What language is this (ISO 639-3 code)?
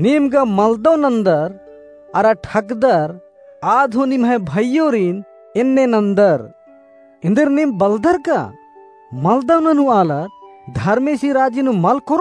kru